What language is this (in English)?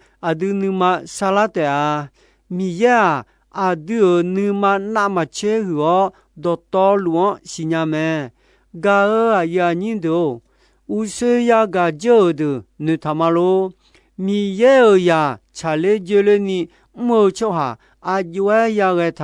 Akha